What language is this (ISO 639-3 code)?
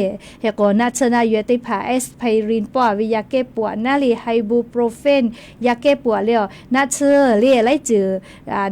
lhu